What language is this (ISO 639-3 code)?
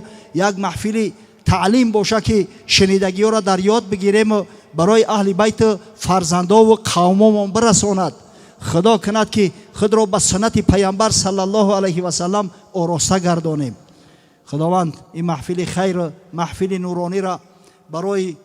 tgk